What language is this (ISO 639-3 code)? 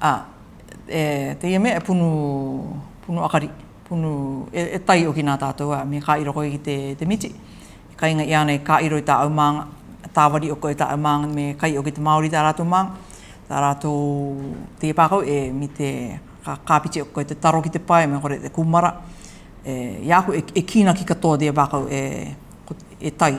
rar